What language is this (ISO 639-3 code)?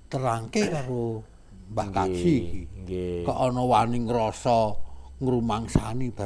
jav